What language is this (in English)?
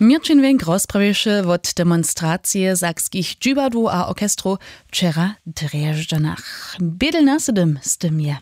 Upper Sorbian